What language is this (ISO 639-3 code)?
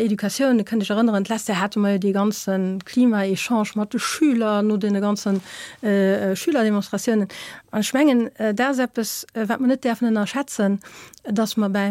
ltz